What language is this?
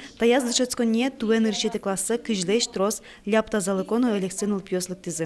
Udmurt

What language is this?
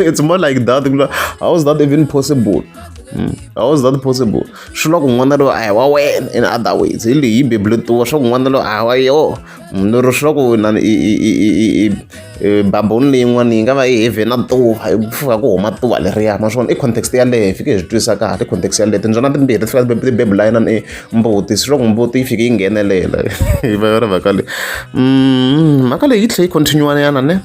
Tsonga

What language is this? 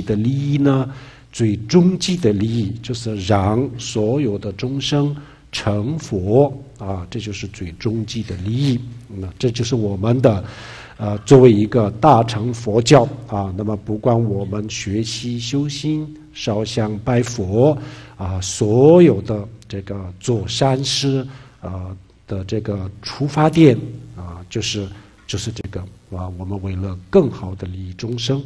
Chinese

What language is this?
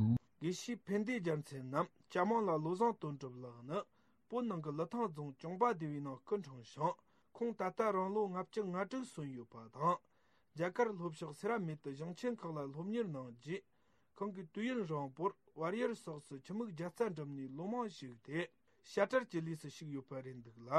Tibetan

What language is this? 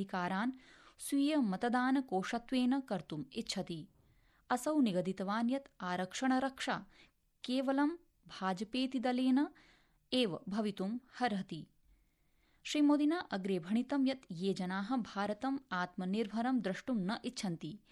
Sanskrit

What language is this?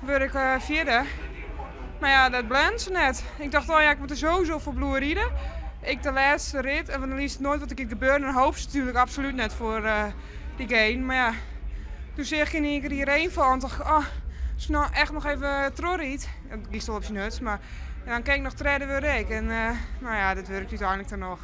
Western Frisian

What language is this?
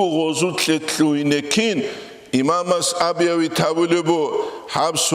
Avaric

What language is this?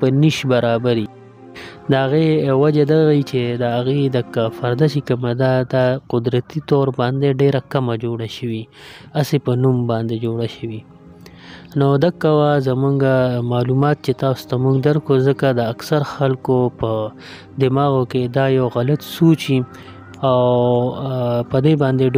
Pashto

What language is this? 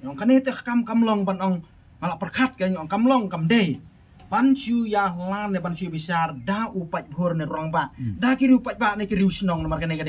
Khasi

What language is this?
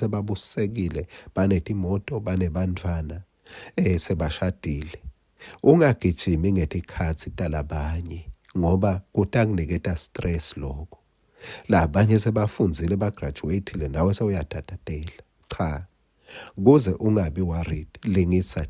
Swati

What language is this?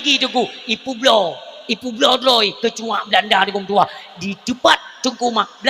Achinese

